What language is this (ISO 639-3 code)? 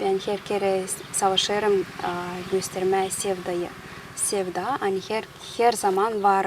gag